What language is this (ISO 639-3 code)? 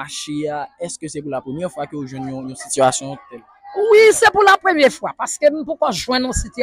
hat